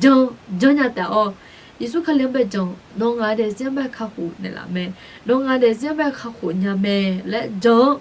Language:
Akha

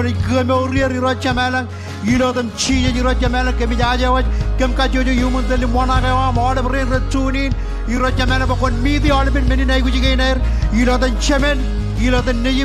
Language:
Marshallese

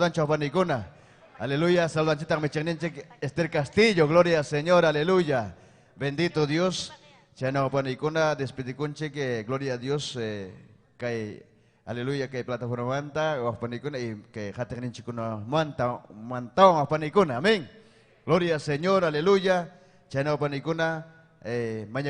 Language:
Ayacucho Quechua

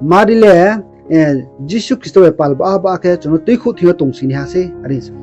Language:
Riang (India)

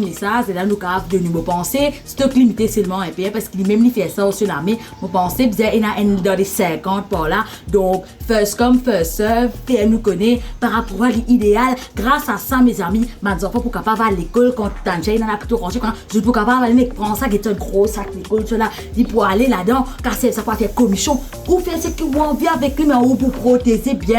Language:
Morisyen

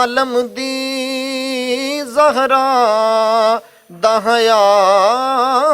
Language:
Western Panjabi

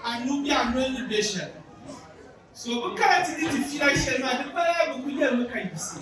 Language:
Dagbani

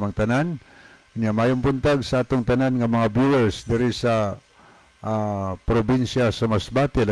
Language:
Cebuano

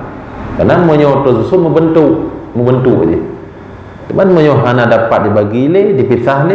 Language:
Achinese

